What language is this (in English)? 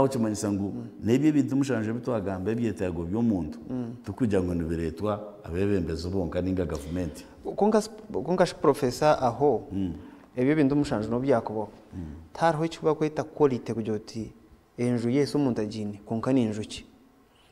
Nyankole